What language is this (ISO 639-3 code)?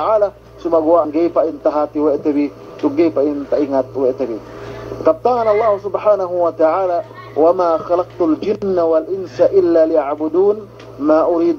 yka